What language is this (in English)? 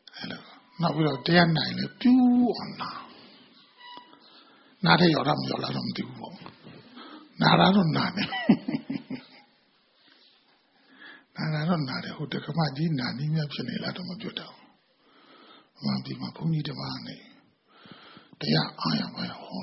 Burmese